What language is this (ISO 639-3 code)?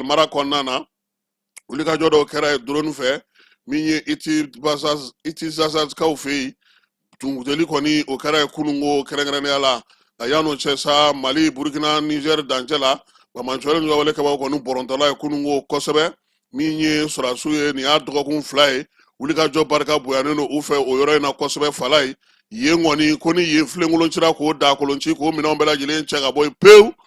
bam